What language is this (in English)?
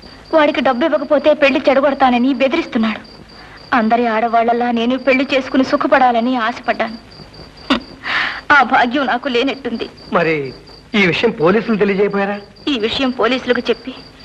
Telugu